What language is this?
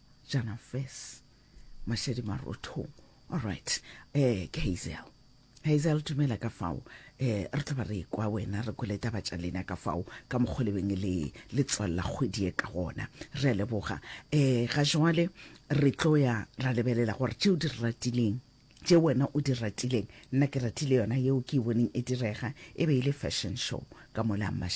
Northern Sotho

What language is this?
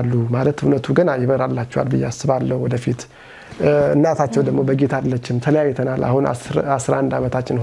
Amharic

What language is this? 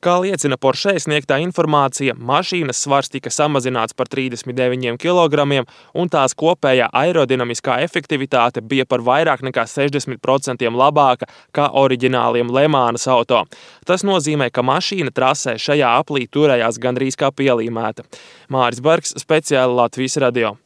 Latvian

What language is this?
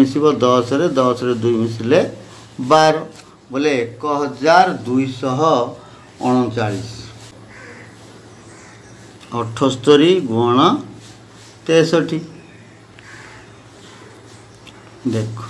Odia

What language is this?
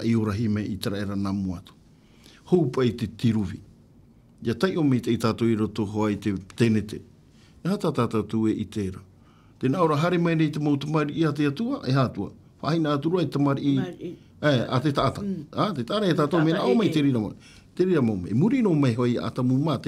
Tahitian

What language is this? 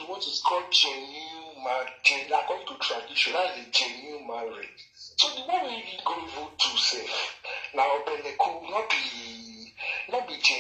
Nigerian Pidgin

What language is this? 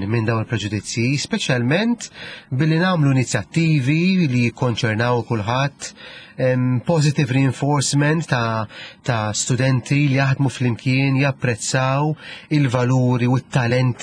Maltese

